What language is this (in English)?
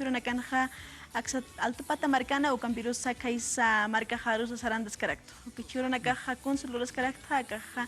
Aymara